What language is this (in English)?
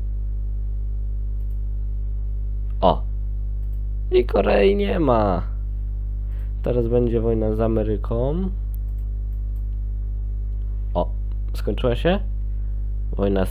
Polish